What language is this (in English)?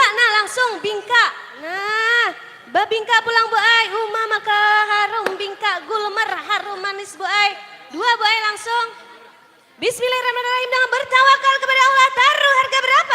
Banjar